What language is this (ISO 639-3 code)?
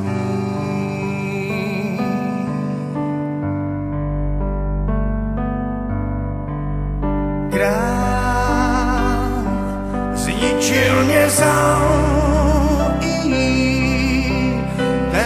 ces